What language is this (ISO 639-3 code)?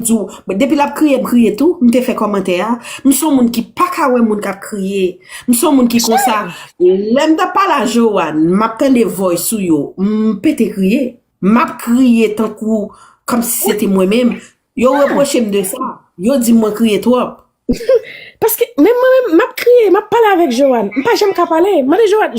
hat